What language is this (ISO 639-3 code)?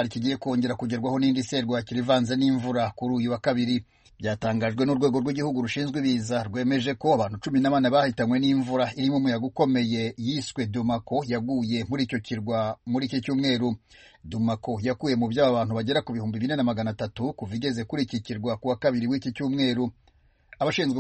kin